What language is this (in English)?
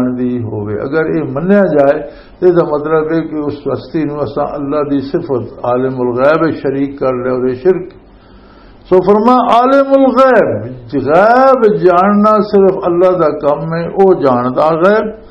Western Panjabi